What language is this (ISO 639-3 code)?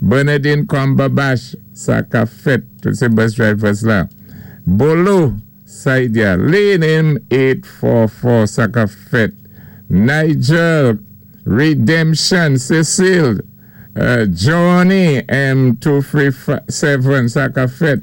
acf